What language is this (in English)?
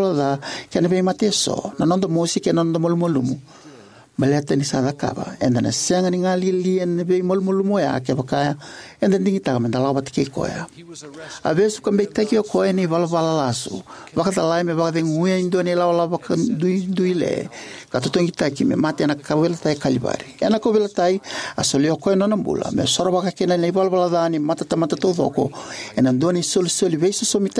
Fijian